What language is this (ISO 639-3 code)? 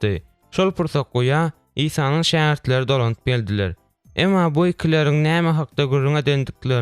tuk